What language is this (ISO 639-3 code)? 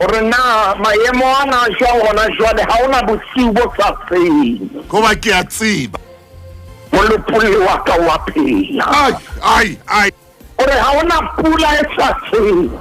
sot